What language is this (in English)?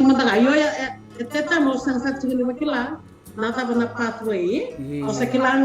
Fijian